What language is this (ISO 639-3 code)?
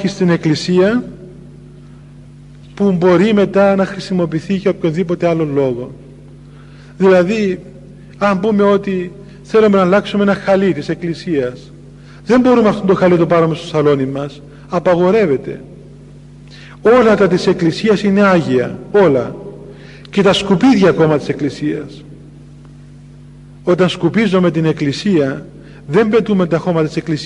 ell